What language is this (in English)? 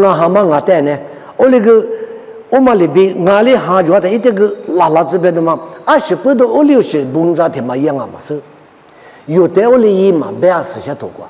Lisu